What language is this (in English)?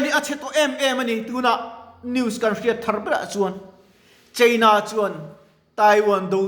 Mizo